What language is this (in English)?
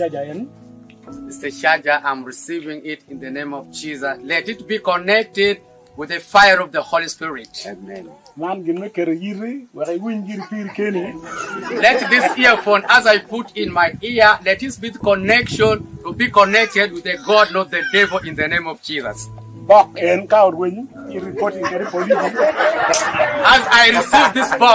Acoli